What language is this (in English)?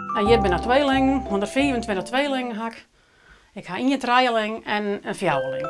Western Frisian